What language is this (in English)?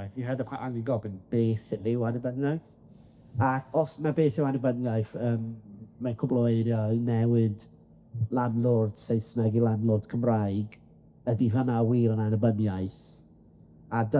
Welsh